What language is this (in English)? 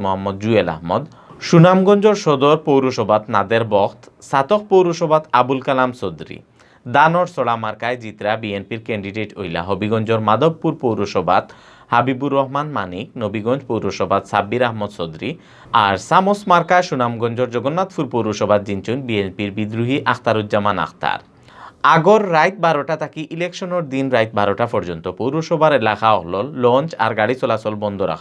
Sylheti